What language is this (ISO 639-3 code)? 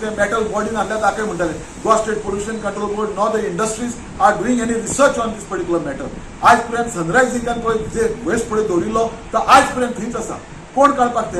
kok